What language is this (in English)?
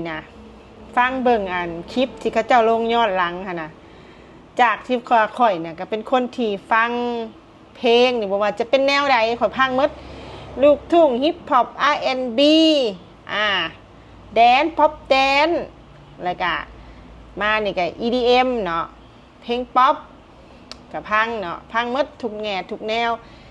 Lao